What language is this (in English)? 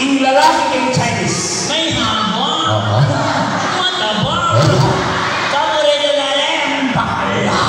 Pampanga